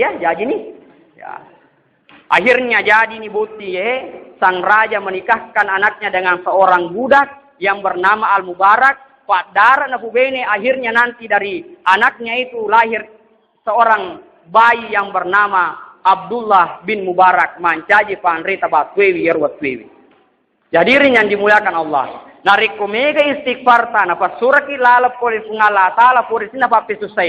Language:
Buginese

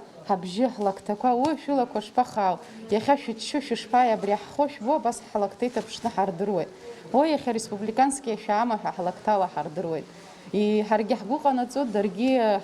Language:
Abkhazian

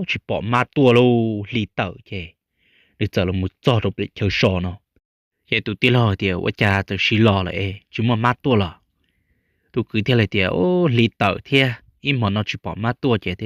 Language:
Hmong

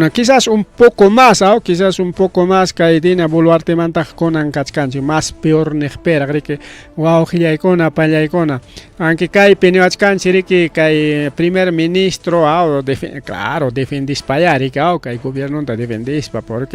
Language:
Ayacucho Quechua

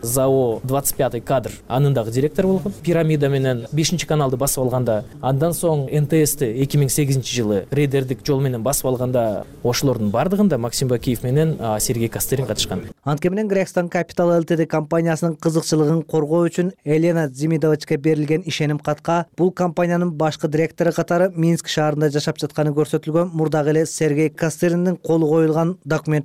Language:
Kyrgyz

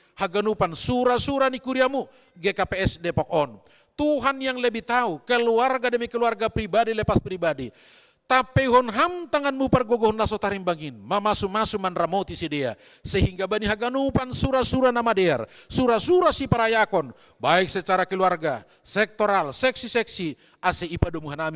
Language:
Batak Simalungun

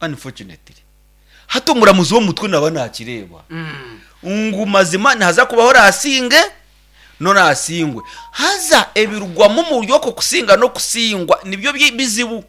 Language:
Nyankole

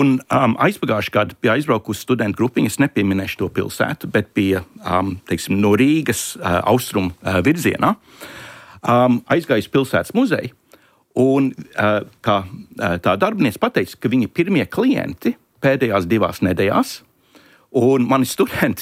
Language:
Latvian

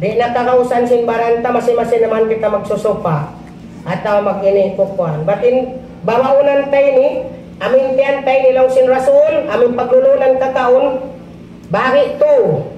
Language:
Tausug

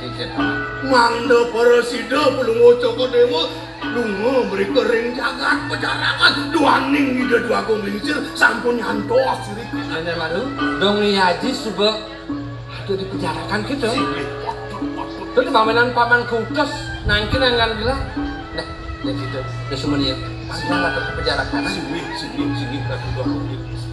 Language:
Balinese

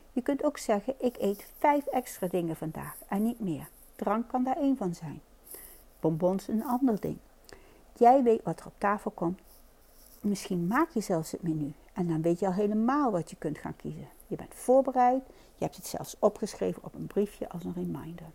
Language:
Dutch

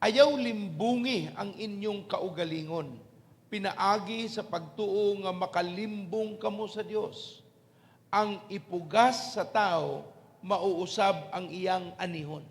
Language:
Cebuano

